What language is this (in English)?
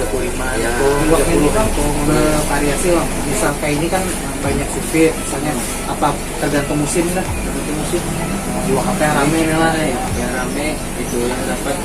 Banjar